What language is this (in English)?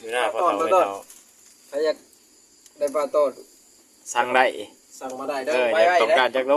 Lao